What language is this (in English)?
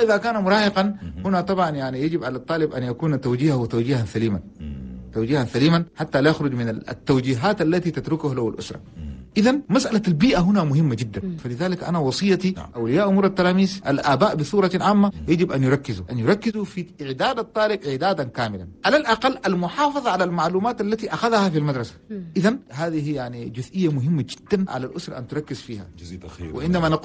Chadian Arabic